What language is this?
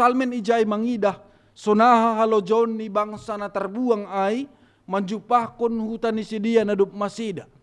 Batak Simalungun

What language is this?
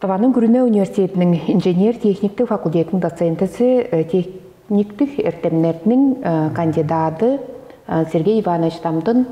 Tuvinian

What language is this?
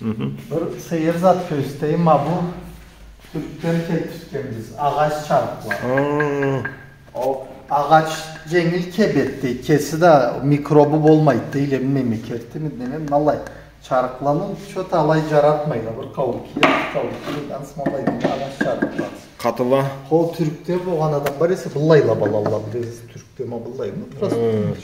Karachay-Balkar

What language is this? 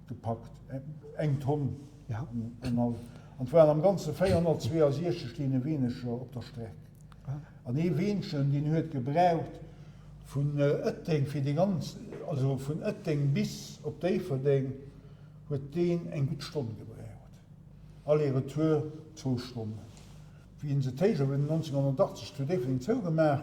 Luxembourgish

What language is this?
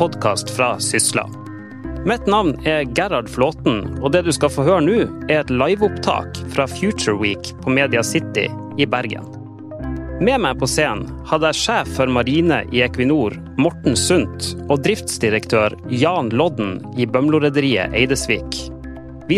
Norwegian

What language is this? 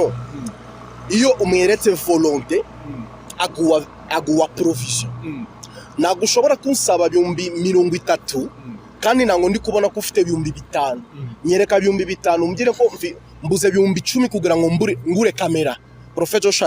Kinyarwanda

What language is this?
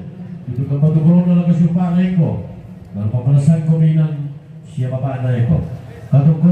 Toraja-Sa'dan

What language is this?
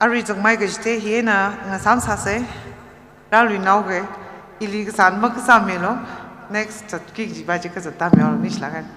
Tangkhul Naga (India)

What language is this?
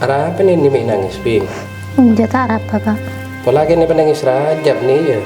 Madurese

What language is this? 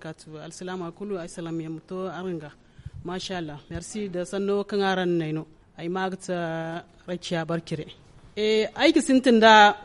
Zarma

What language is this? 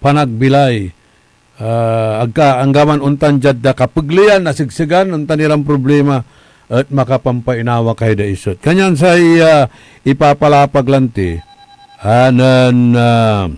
Pangasinan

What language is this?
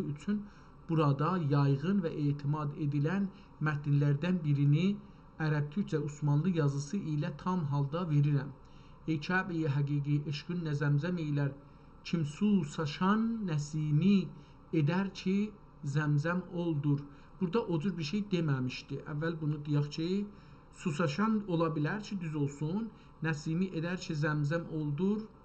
South Azerbaijani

